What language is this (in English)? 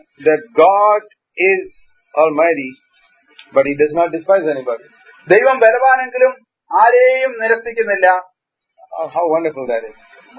Malayalam